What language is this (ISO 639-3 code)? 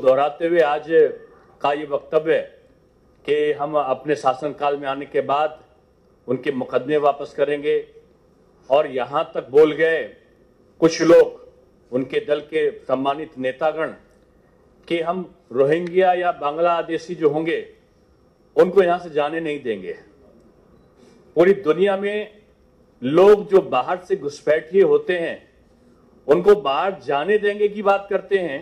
hin